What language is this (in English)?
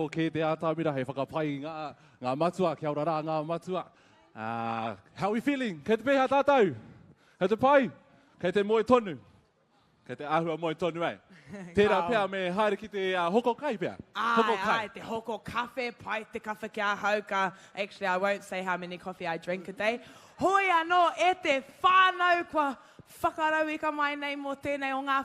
Māori